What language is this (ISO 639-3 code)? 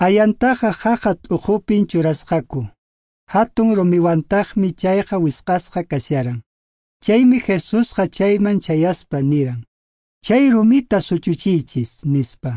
que